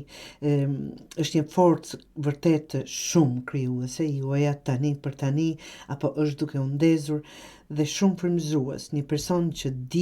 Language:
Albanian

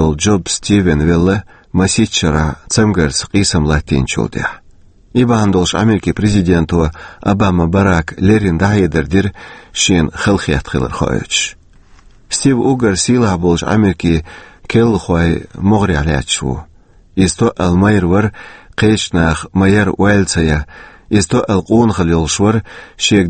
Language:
Chechen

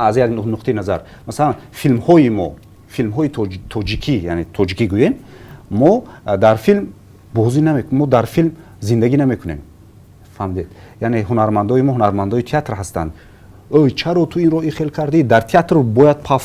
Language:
Tajik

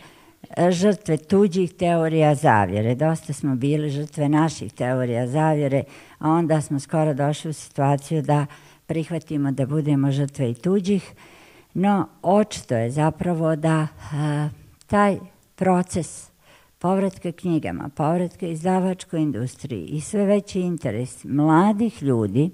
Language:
Bosnian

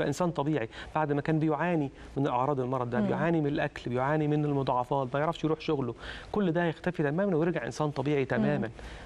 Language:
Egyptian Arabic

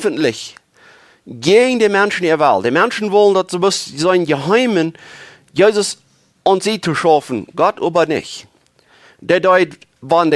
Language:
Plautdietsch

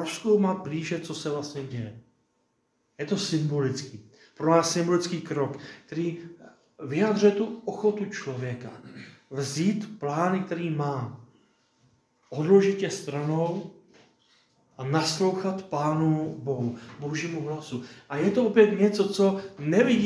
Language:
Czech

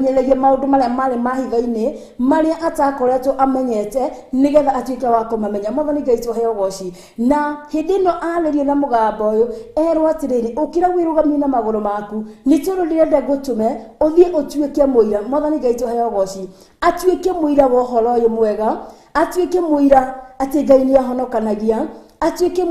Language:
Kikuyu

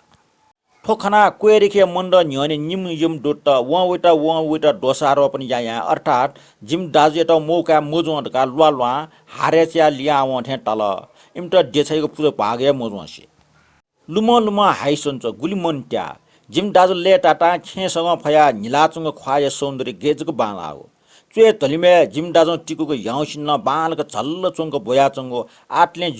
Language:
Newari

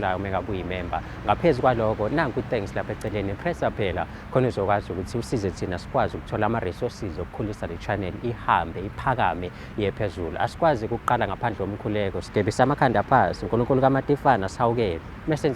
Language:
Zulu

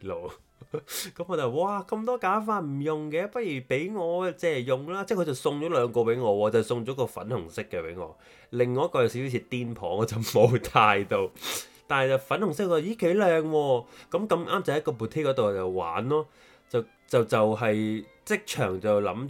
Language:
Cantonese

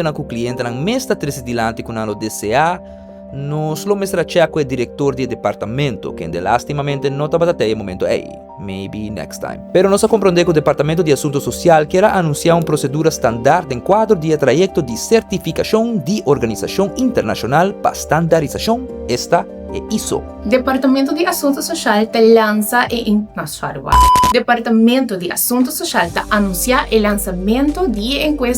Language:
Papiamento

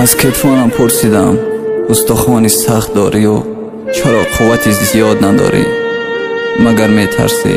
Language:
Tajik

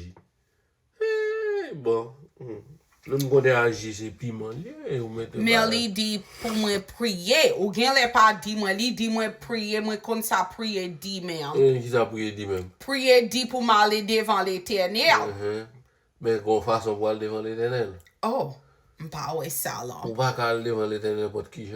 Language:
Haitian Creole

